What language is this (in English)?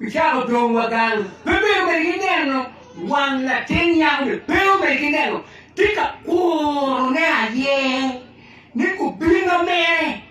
Acoli